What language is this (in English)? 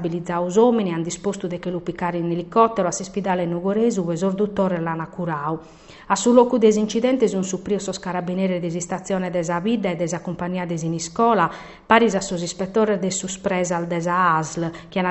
Sardinian